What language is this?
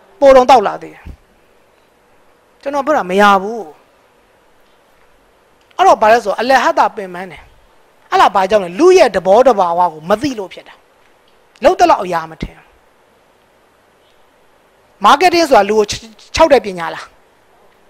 Burmese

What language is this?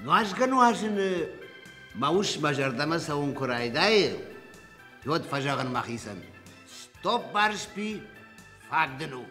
Ossetic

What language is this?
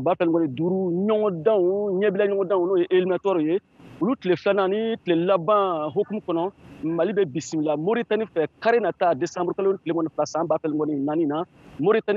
Bambara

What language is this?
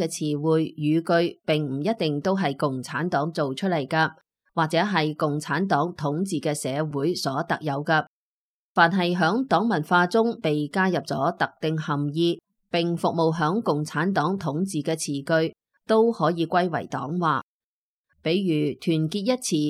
Cantonese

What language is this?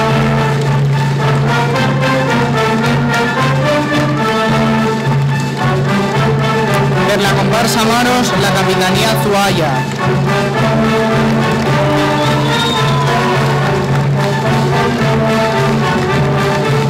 Catalan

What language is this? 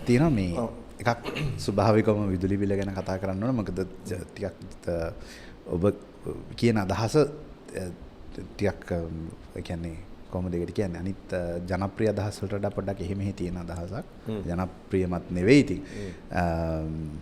Sinhala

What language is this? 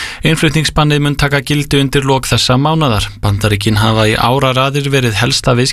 Icelandic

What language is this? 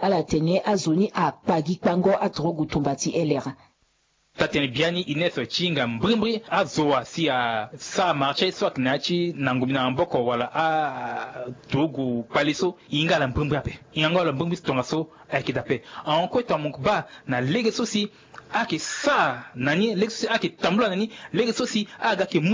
Sango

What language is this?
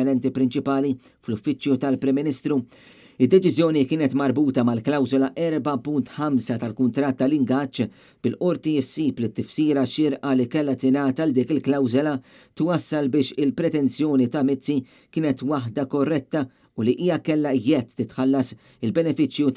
Maltese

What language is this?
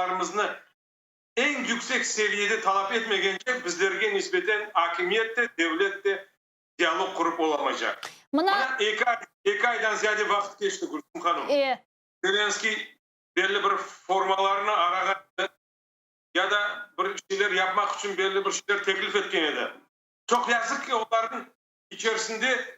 Crimean Tatar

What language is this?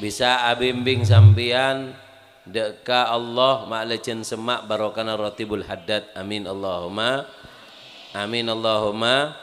Madurese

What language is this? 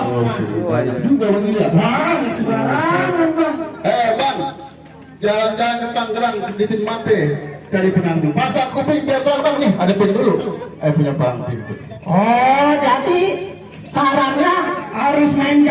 Betawi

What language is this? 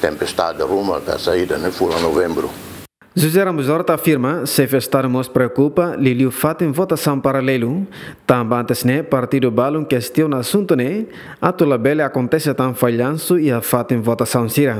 Tetum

